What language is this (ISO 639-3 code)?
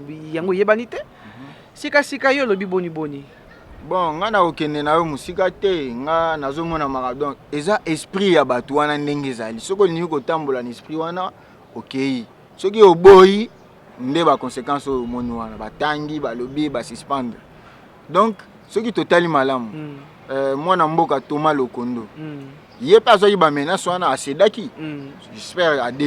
lin